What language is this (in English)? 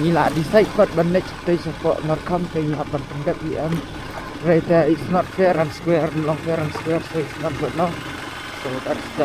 Khasi